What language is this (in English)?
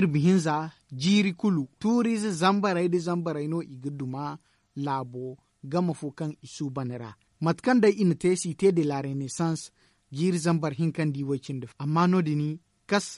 Zarma